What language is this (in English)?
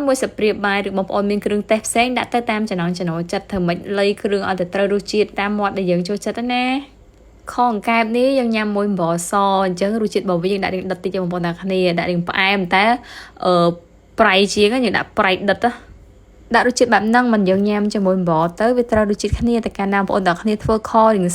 Khmer